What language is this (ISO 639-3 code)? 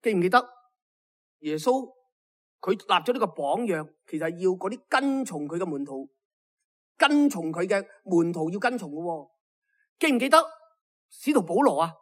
yue